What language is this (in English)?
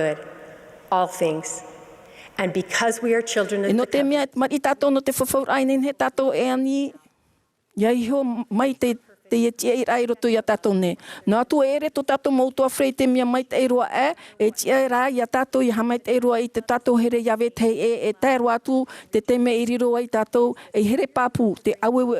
Tahitian